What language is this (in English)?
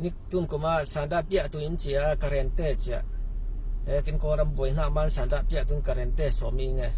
Falam Chin